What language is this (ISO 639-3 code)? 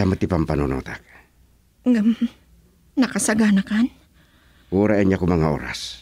ilo